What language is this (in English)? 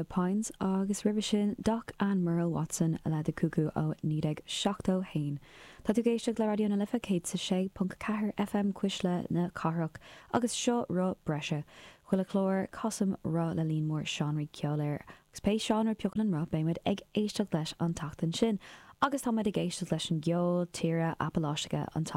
Irish